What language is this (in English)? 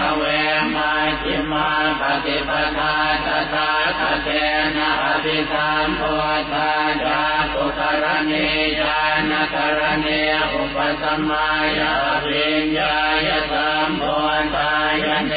Pali